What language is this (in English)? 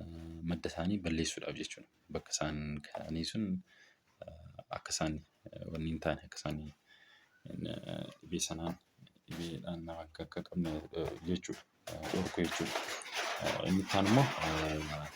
Oromo